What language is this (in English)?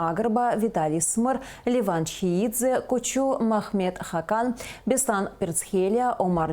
Abkhazian